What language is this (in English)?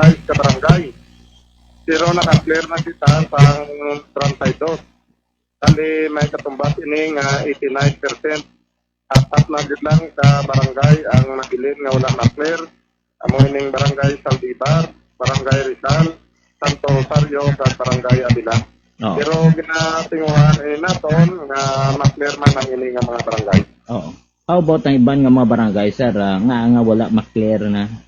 Hiligaynon